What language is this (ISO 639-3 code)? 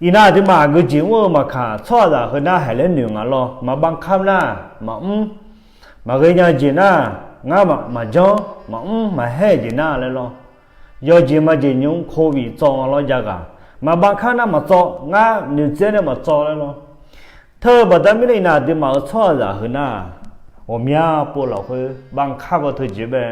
ahk